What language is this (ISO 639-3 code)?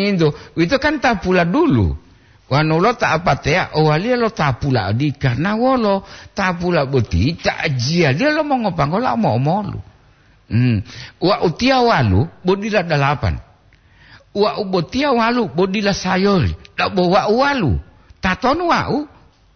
gor